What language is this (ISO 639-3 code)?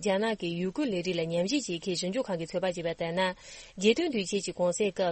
bod